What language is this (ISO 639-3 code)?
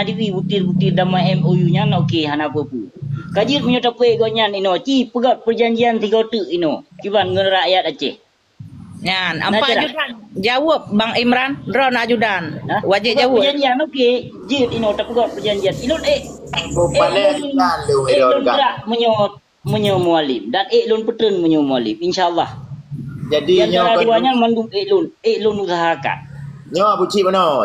ace